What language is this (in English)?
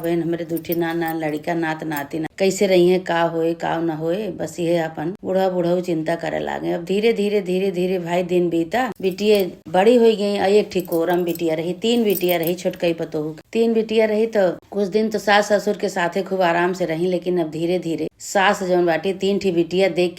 Awadhi